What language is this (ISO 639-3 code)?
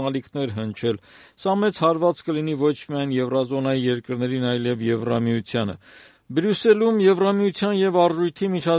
hye